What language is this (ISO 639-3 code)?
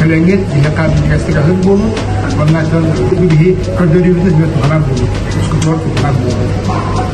sah